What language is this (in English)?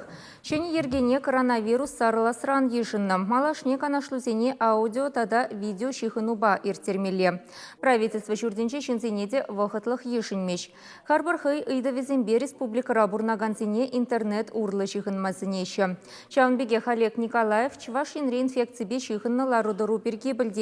Chuvash